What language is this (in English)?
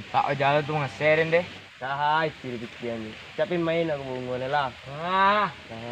Minangkabau